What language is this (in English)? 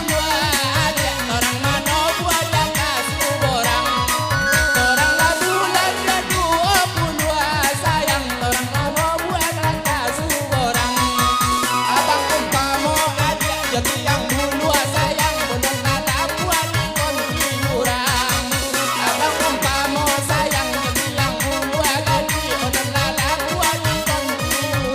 Minangkabau